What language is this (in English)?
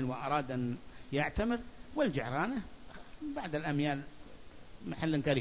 Arabic